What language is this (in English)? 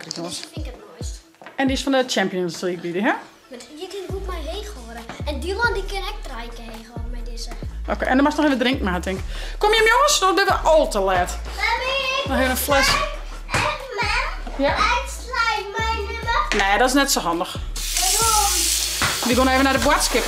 Western Frisian